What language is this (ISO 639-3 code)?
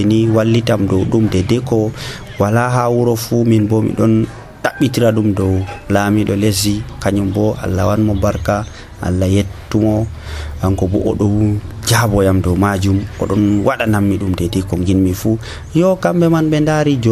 fuv